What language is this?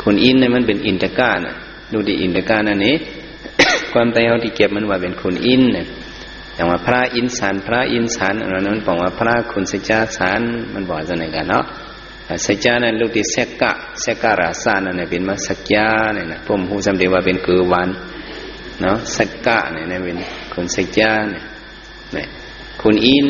Shan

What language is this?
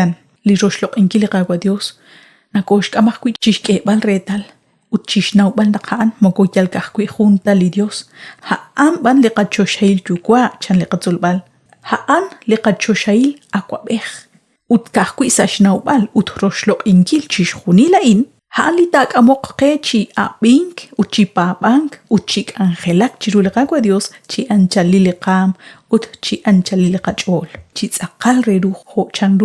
Kekchí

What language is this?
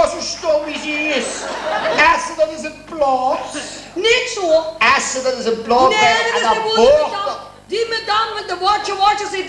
Limburgish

